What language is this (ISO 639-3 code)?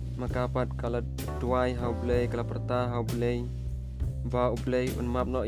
kha